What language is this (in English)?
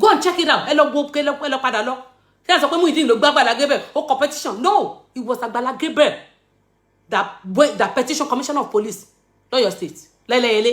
Yoruba